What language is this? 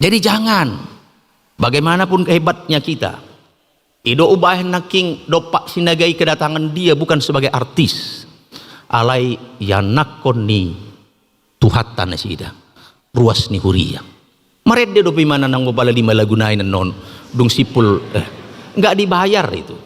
Batak Toba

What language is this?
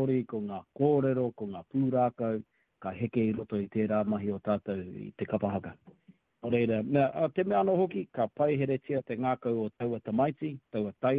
Māori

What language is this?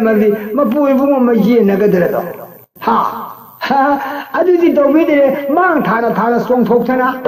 Manipuri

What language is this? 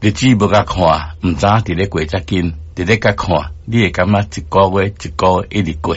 Min Nan Chinese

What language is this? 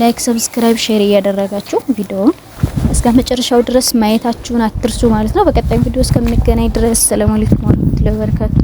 Amharic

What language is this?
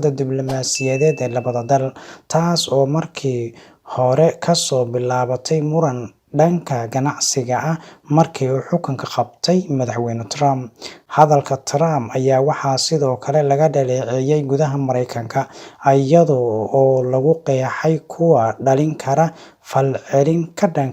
Somali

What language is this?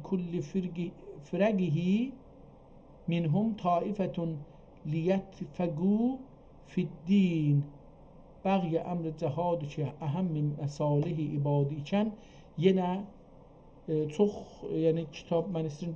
South Azerbaijani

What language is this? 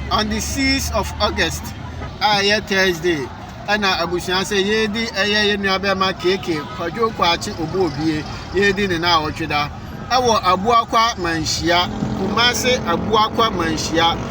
Akan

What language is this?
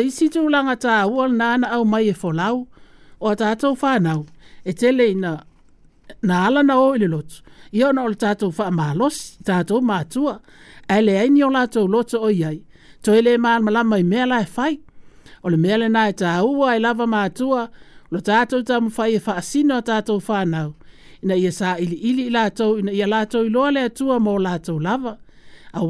Samoan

